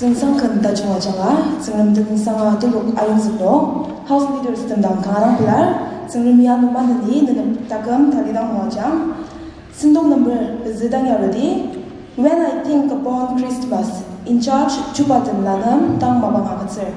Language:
Ao Naga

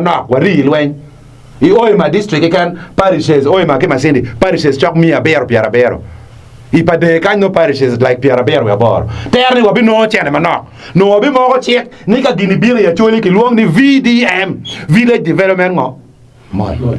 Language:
Acoli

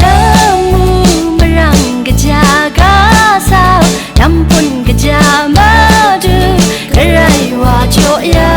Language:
Kachin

